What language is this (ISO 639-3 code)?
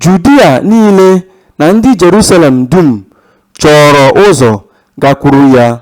ibo